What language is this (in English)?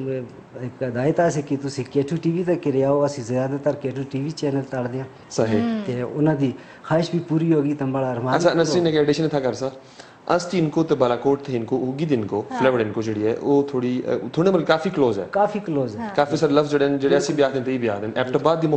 Urdu